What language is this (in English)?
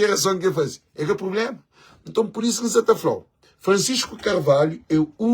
Kabuverdianu